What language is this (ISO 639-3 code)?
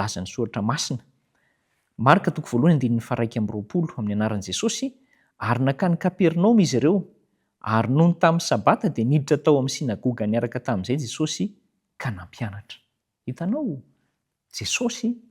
mlg